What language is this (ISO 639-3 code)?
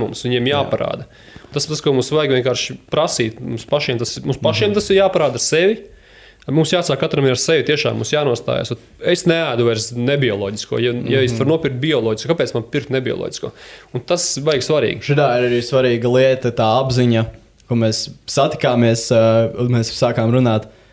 lav